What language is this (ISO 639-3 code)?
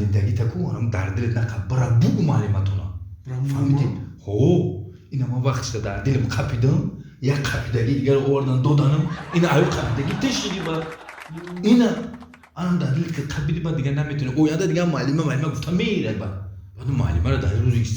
tgk